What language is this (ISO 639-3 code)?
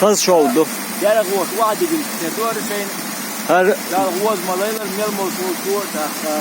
che